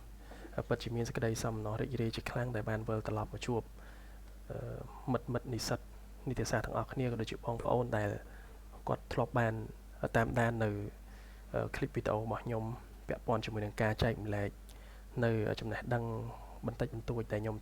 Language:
Khmer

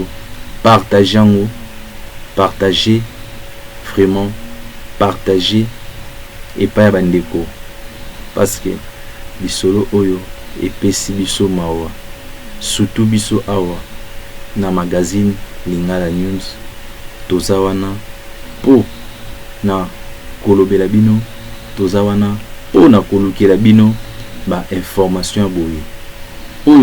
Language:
Lingala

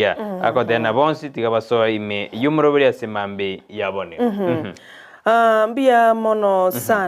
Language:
Gusii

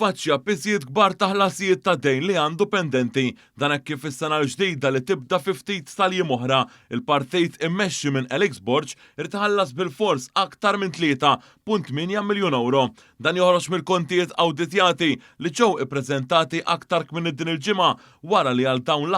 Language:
Maltese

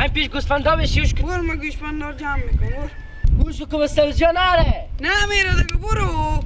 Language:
Persian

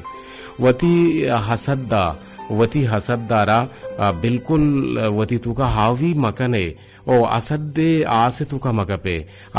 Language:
Eastern Balochi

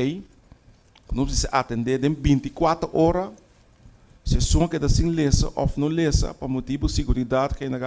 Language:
Papiamento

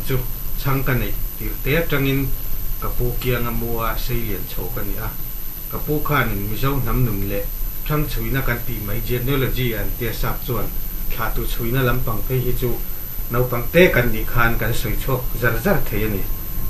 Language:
Mizo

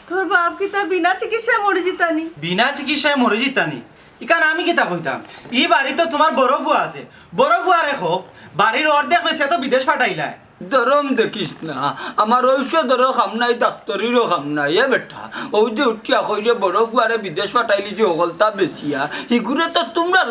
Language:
Sylheti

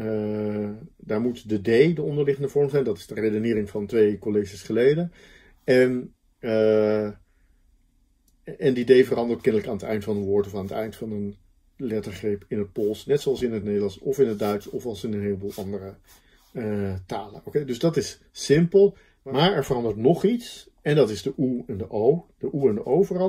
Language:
Dutch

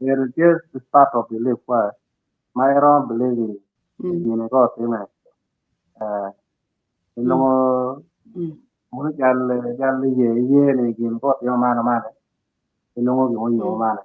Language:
Acoli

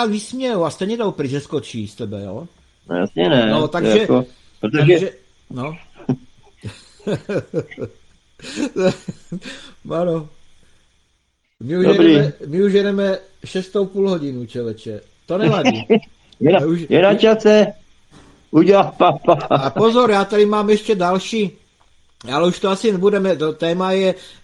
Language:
Czech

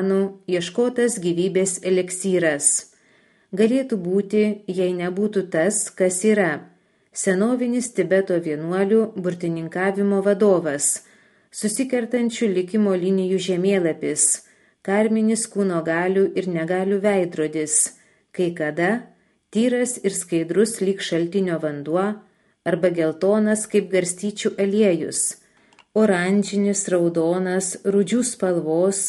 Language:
Lithuanian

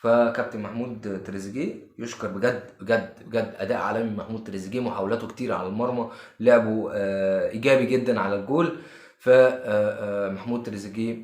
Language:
Egyptian Arabic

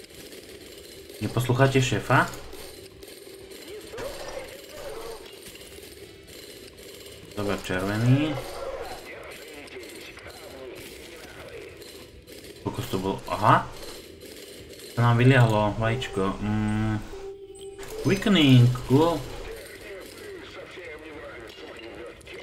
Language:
Slovak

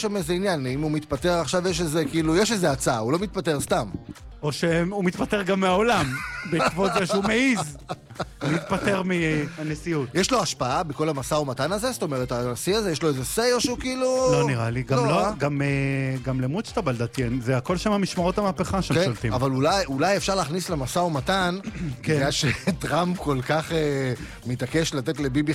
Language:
Hebrew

